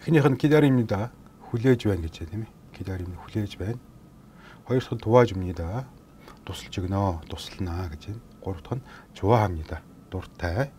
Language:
Mongolian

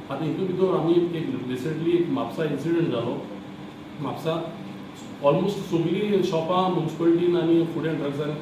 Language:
Konkani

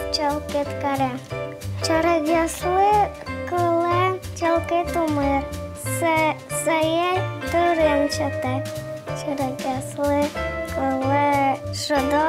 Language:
Udmurt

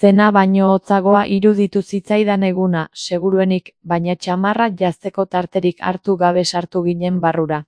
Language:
Basque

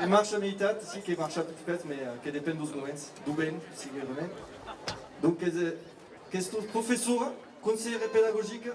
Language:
Occitan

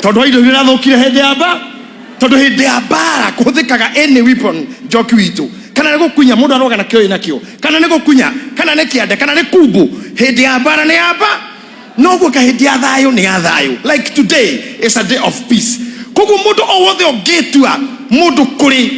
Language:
Kikuyu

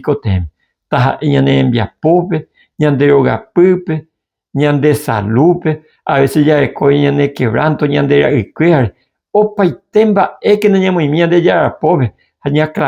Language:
Guarani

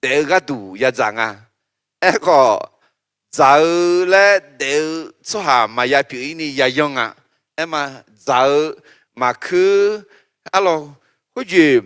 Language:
Akha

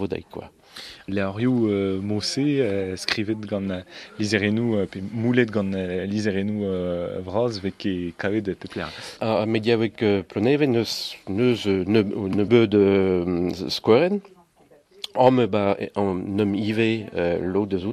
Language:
Breton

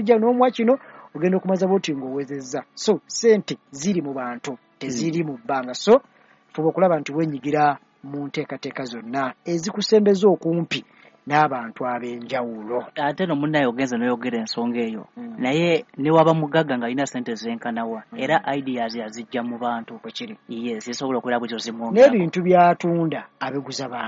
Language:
Ganda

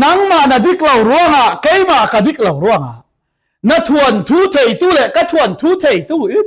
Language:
Falam Chin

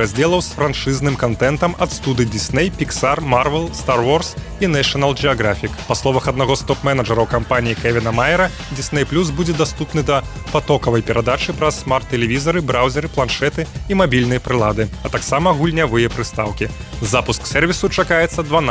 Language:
Belarusian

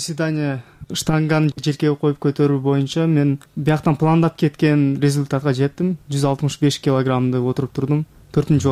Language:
Kyrgyz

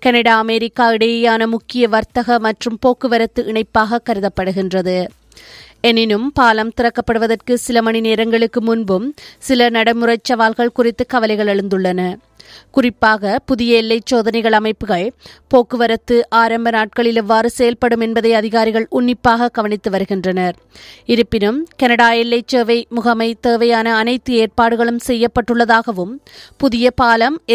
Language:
Tamil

